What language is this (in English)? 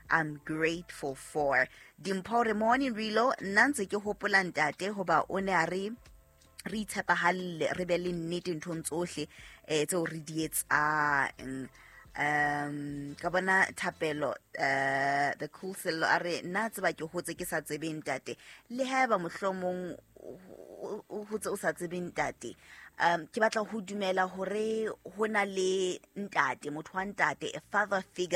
Southern Sotho